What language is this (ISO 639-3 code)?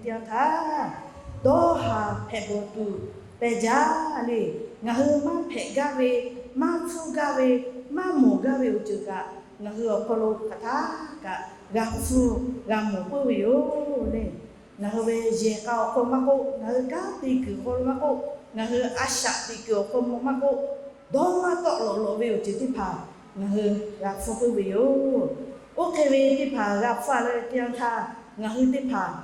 lhu